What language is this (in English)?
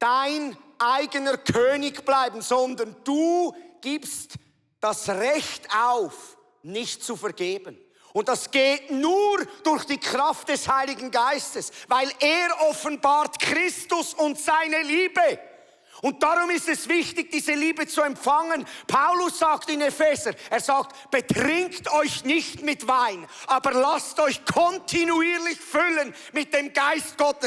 Swiss German